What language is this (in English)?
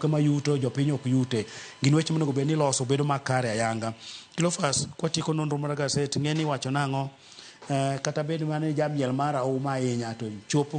Luo (Kenya and Tanzania)